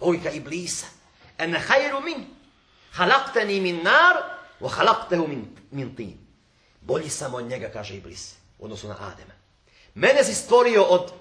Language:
Bosnian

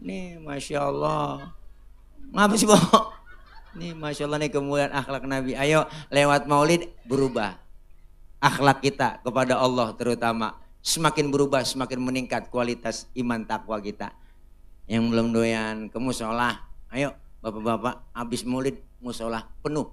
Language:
Betawi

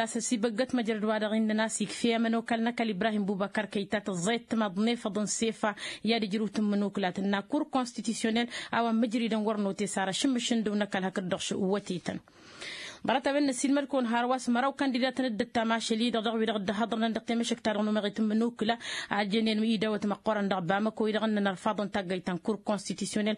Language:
Tamasheq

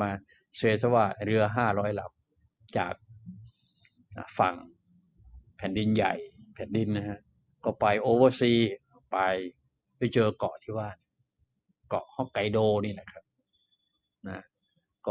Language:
Thai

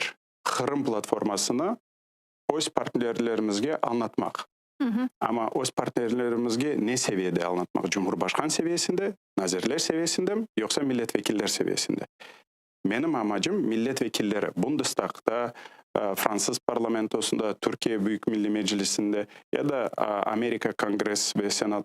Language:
Crimean Tatar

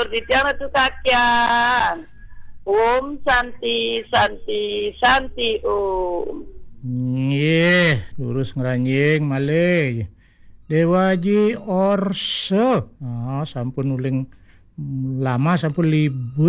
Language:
Balinese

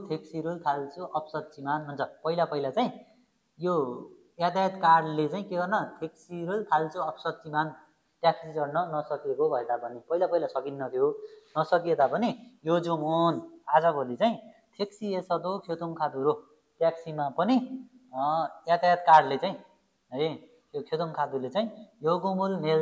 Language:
Nepali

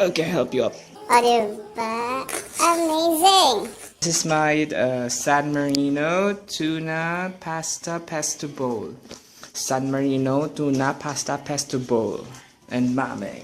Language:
Hiligaynon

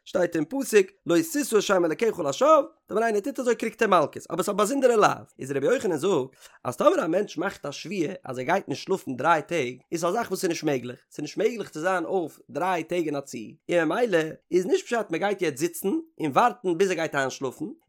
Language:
Yiddish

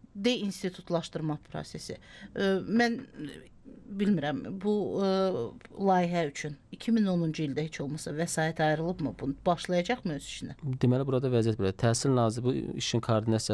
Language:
Azerbaijani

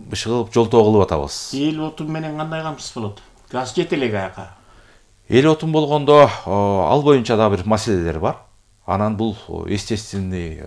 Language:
Kyrgyz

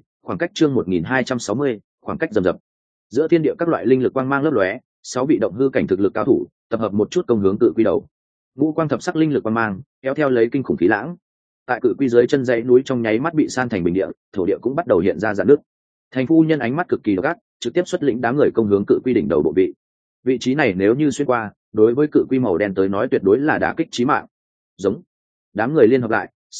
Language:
Vietnamese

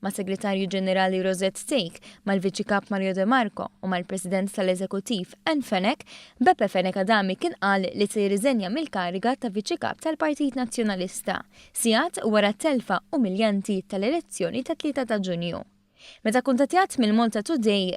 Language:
Maltese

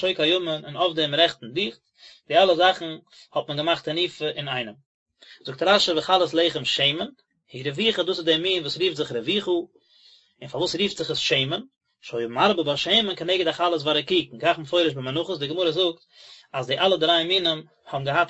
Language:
Yiddish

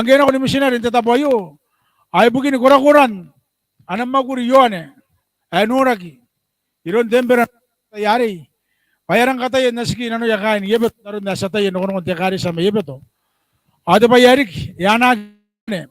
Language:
Gilbertese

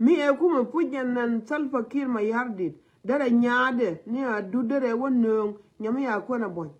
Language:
Nuer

